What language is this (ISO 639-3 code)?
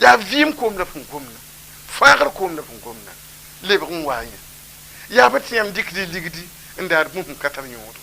mos